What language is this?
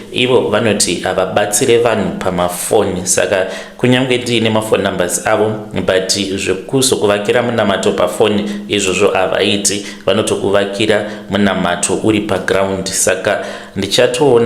Shona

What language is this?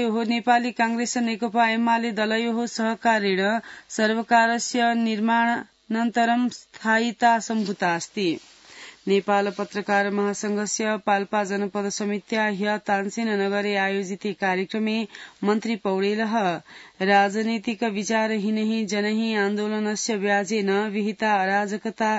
Sanskrit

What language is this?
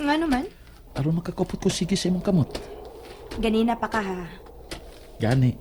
Cebuano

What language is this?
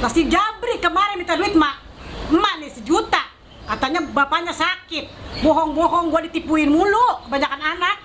Betawi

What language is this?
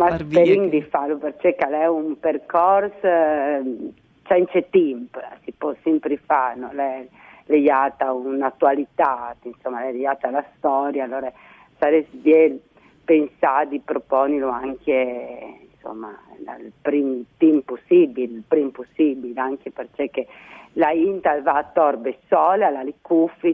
Friulian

